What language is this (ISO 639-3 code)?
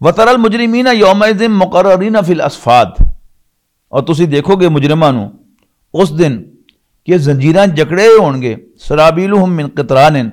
lah